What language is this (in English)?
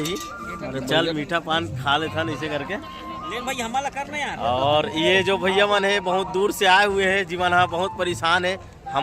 Chhattisgarhi